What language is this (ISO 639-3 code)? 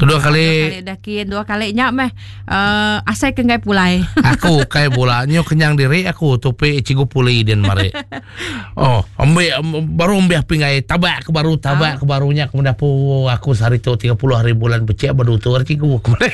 iba